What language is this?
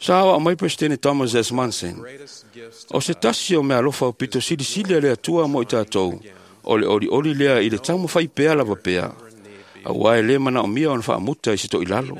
Samoan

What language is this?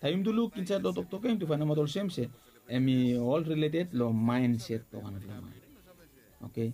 Bislama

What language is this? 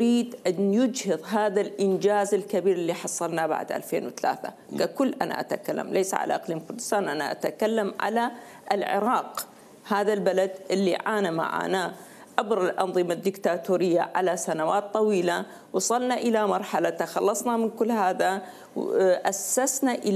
Mesopotamian Arabic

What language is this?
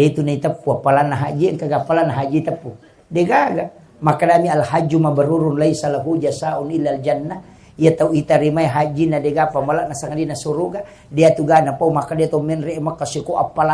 Buginese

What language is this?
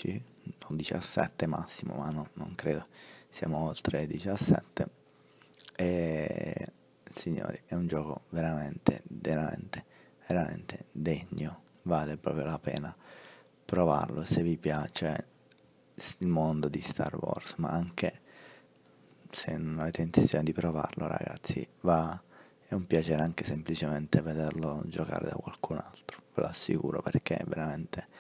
Italian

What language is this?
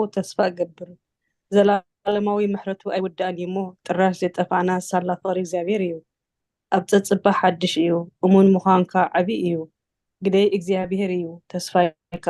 Tigrinya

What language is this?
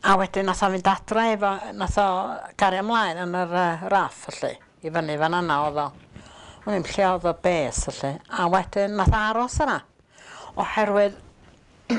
Welsh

